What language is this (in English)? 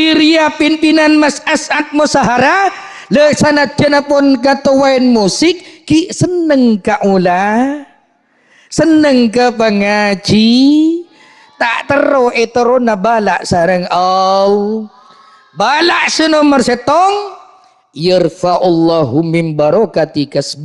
Madurese